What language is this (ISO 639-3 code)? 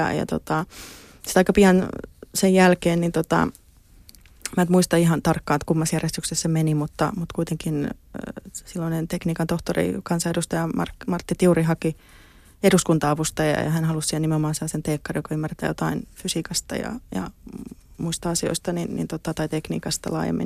fin